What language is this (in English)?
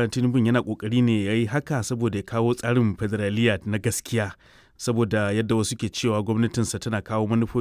Hausa